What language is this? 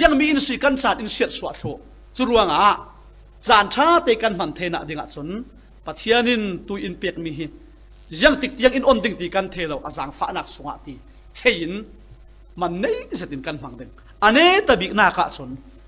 Falam Chin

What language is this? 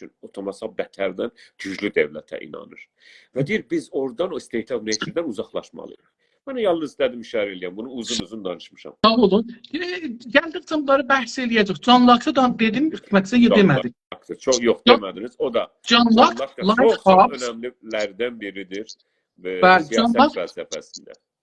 South Azerbaijani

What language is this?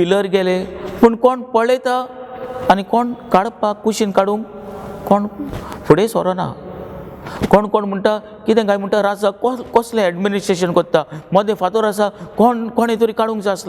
Konkani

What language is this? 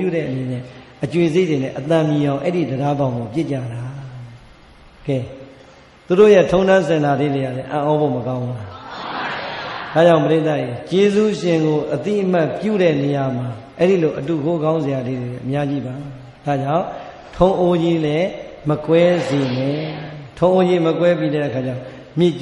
Burmese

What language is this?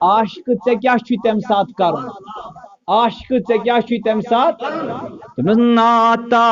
Kashmiri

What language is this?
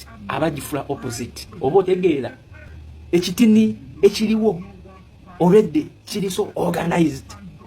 Ganda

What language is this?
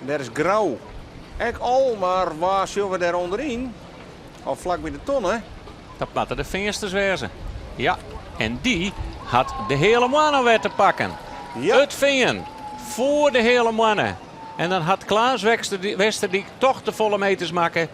Western Frisian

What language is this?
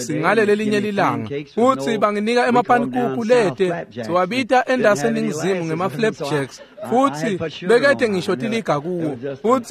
Swati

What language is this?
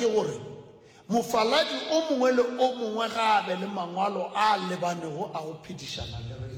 Northern Sotho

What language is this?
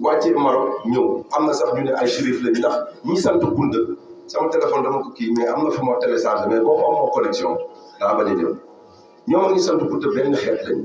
Wolof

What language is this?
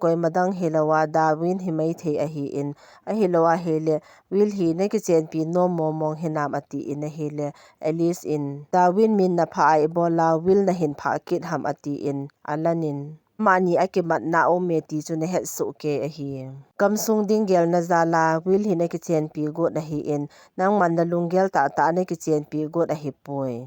Thado Chin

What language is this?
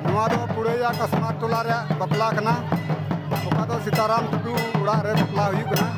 Santali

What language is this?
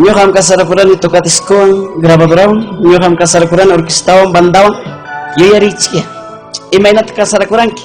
Ayacucho Quechua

